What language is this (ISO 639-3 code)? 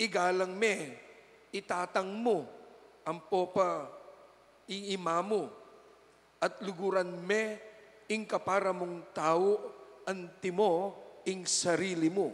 pam